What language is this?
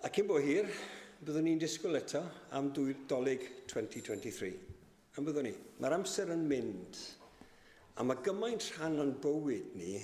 Welsh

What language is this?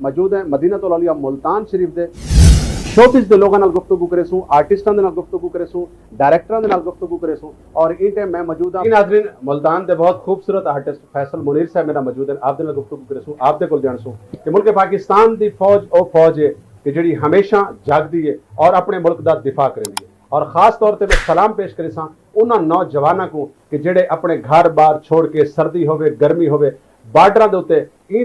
Saraiki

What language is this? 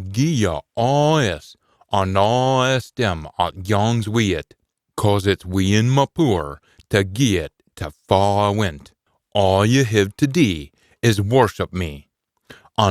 Scots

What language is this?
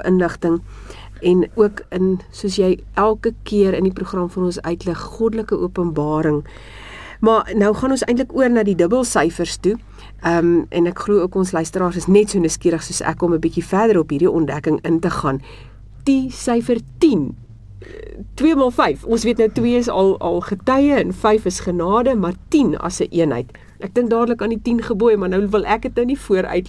Afrikaans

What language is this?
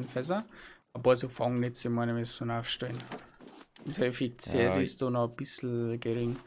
Bavarian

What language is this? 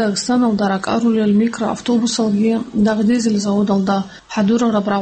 Avaric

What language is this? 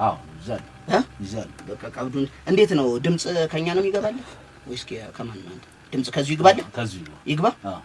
Amharic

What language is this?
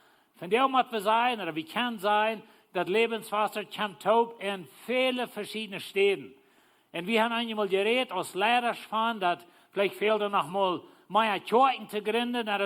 Plautdietsch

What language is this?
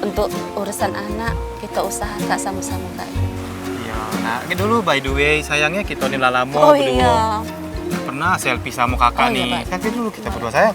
Musi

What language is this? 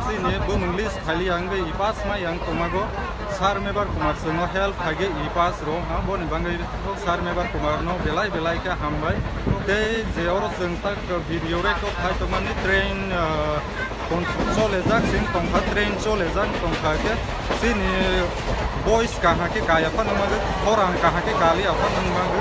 Kok Borok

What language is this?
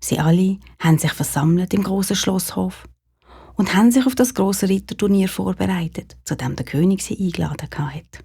Swiss German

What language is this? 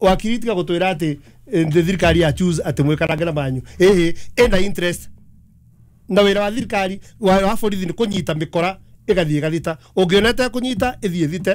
Kikuyu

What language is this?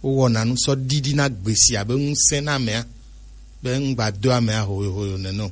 Gen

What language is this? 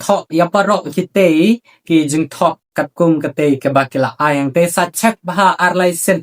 Khasi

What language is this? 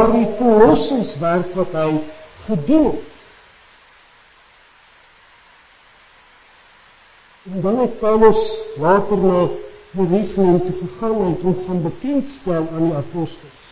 Afrikaans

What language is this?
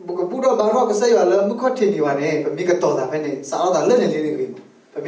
S'gaw Karen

